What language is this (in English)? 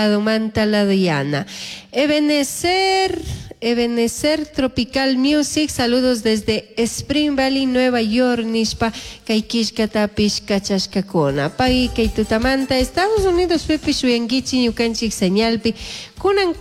Chimborazo Highland Quichua